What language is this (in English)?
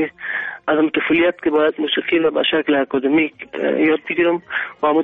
Persian